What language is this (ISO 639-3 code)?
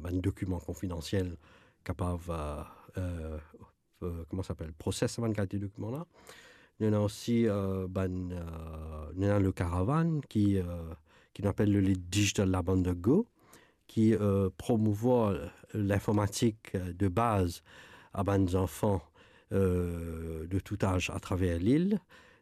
mfe